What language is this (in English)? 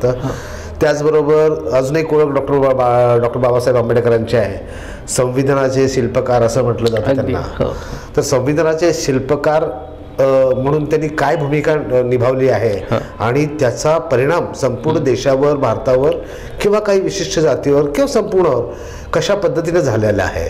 Marathi